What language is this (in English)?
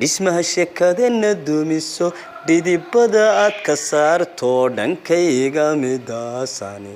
Somali